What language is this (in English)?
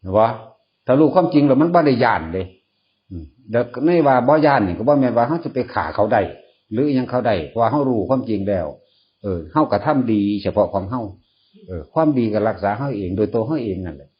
Northeastern Thai